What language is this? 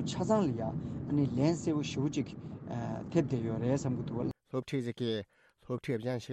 Tibetan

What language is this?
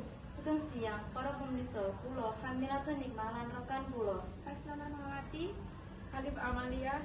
Javanese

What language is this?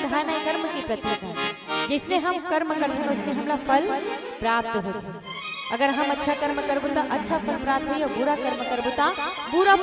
Chhattisgarhi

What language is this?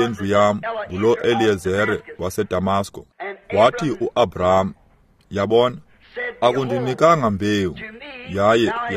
Xhosa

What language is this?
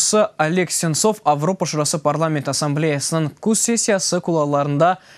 Crimean Tatar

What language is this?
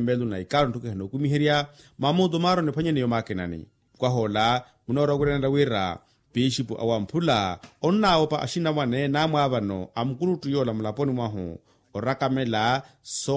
Makhuwa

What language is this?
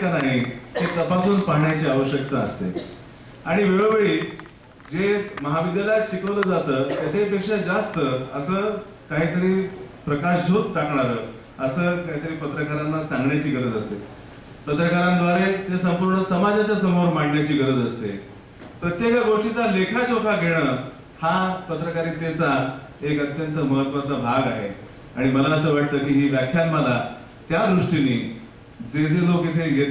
Marathi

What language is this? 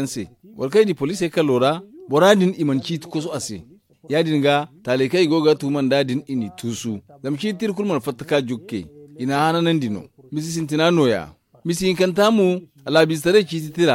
Zarma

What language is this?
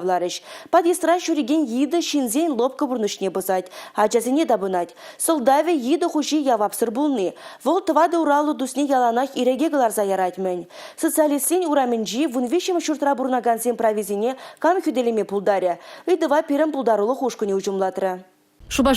Chuvash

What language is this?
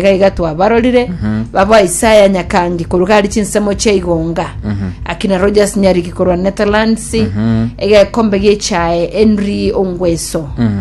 Gusii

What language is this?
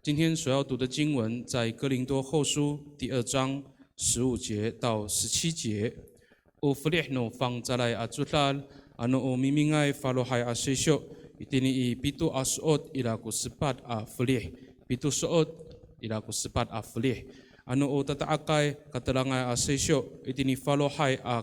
Amis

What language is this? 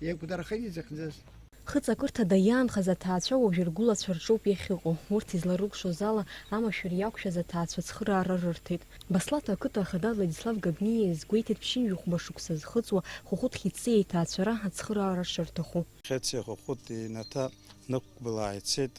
Abkhazian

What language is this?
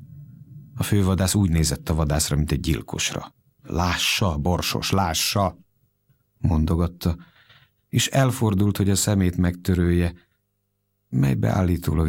Hungarian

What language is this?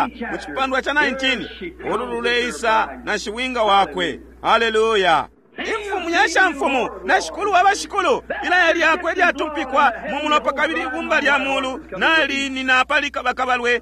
Bemba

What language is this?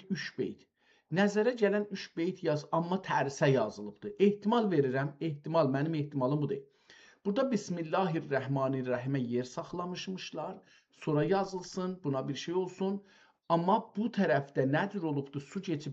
South Azerbaijani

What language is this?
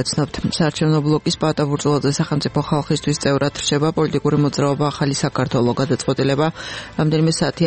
Georgian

